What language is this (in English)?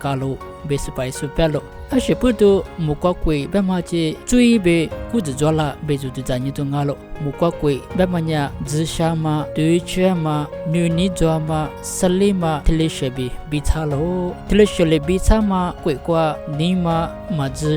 Lisu